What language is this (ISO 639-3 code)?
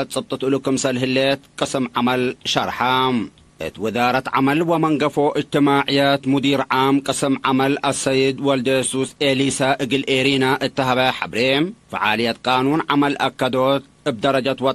tig